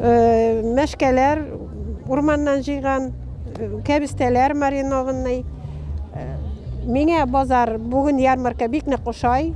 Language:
Tatar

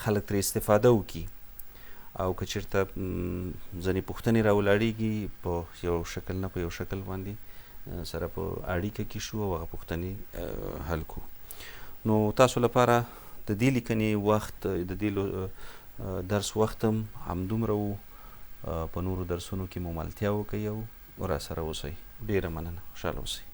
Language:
Pashto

